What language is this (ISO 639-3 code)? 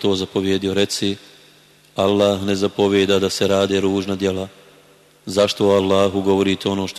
bos